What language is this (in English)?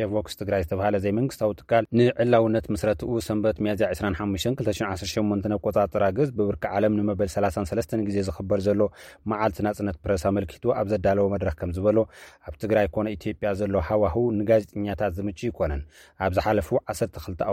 Tigrinya